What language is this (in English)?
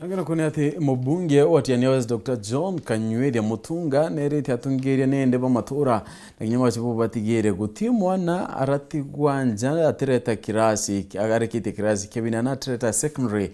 Meru